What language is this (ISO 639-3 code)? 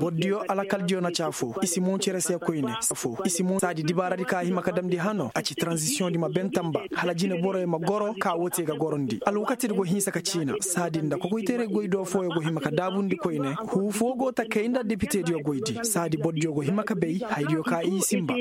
ses